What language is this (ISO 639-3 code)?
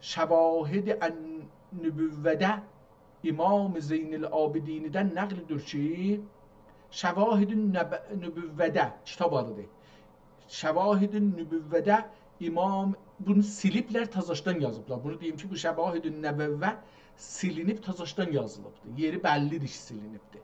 azb